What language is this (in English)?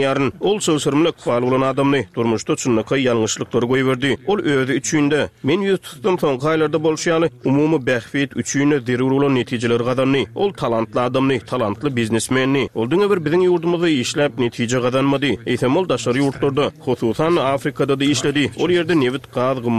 Turkmen